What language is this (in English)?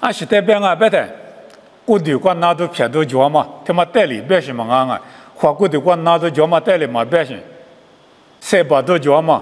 Lisu